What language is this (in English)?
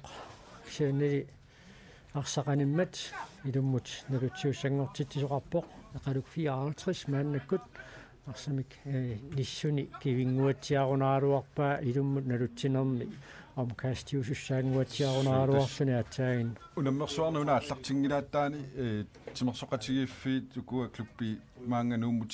Kalaallisut